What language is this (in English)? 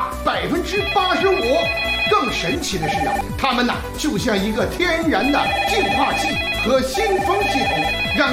Chinese